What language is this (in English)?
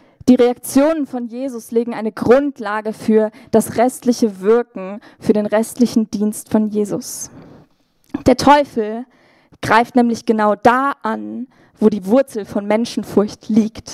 Swiss German